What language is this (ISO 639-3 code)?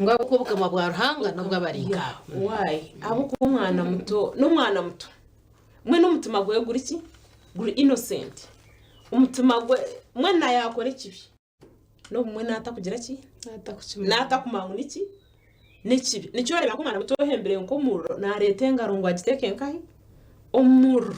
nyn